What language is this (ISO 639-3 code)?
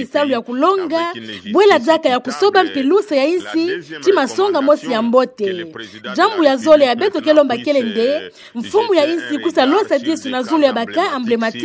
ktu